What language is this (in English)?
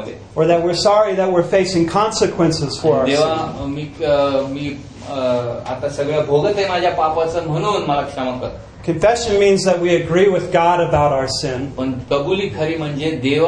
Marathi